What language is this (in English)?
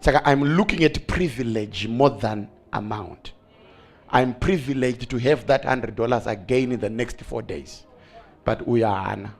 Shona